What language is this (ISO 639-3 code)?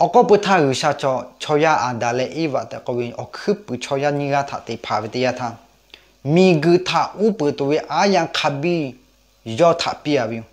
lhu